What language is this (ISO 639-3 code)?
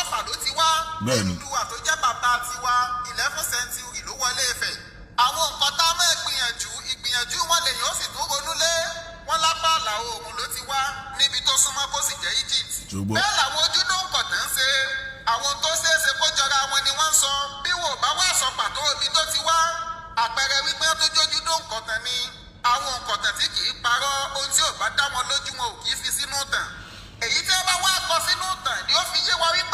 yor